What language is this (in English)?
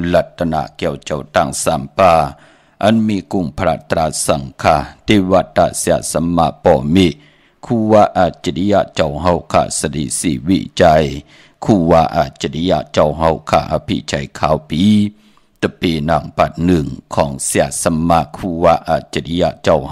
Shan